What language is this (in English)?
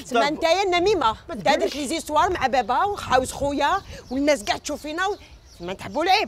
Algerian Arabic